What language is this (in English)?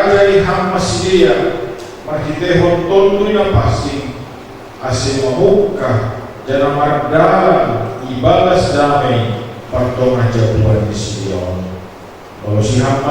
Batak Simalungun